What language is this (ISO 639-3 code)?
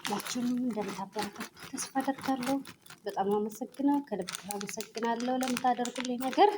amh